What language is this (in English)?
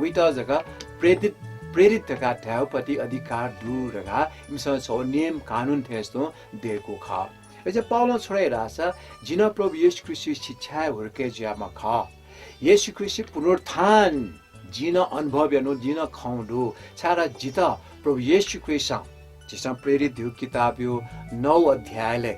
Newari